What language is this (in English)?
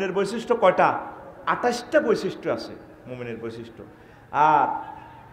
Bangla